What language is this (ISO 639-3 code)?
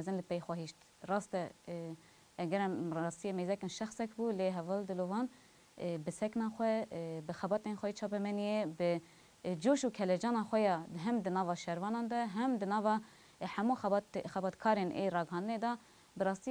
kur